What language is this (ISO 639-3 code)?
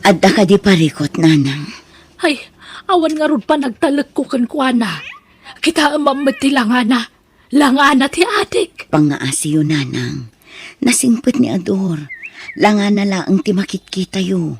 ilo